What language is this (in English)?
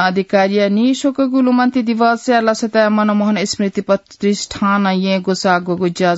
Newari